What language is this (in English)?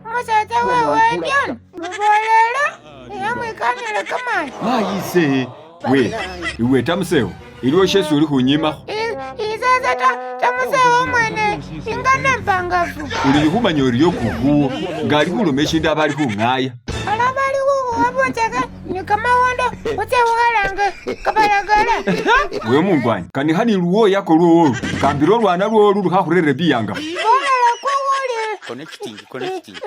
Masaaba